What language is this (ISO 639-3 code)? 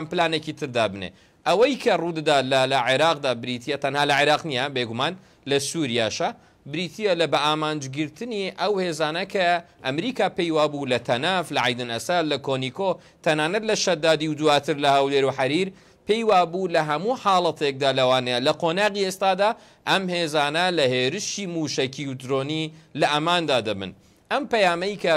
ckb